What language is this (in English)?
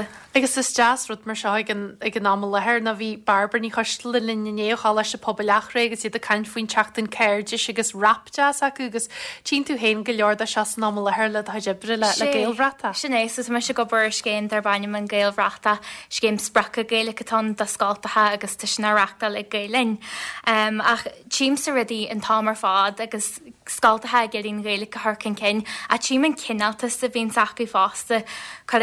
Irish